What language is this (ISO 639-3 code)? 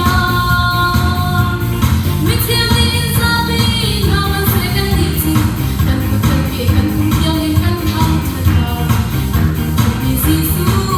cnh